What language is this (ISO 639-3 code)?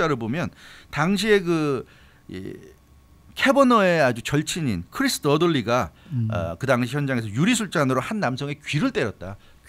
kor